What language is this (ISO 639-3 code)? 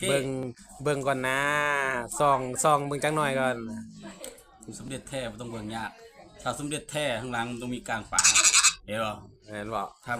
lao